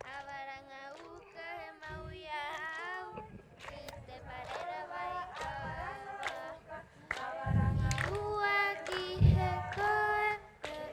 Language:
Rapanui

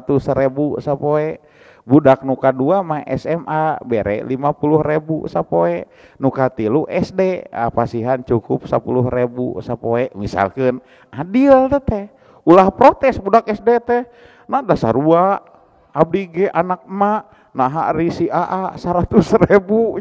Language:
Sundanese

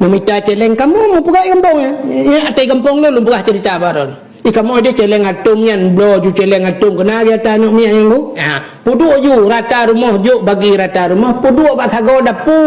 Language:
Achinese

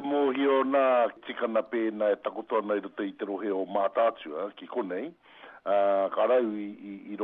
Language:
Māori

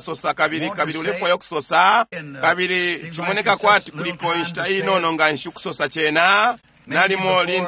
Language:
Bemba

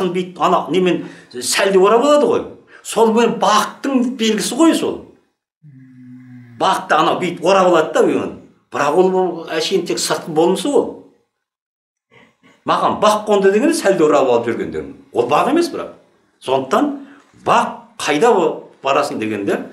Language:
Kazakh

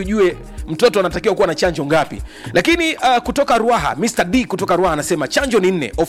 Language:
Swahili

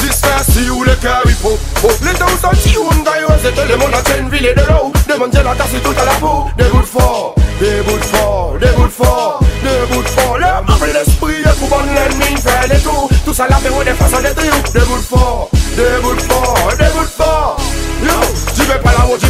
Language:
Seselwa Creole French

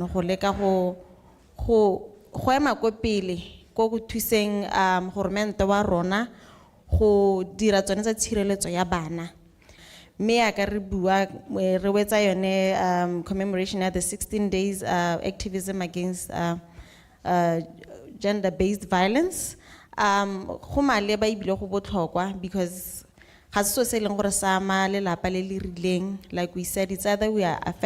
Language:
Tswana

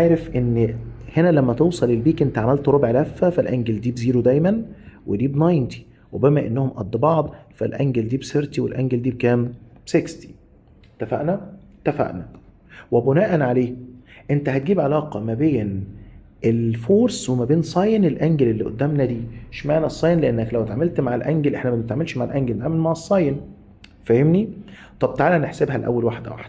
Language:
Egyptian Arabic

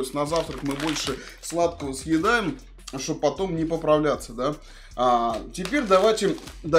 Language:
Russian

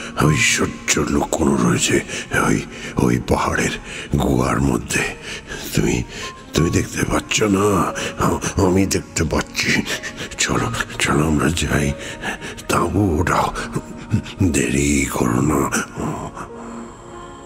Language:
Bangla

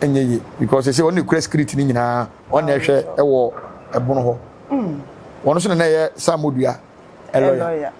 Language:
Akan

